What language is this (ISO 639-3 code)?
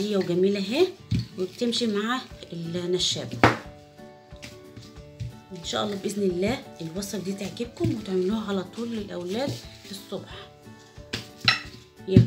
arz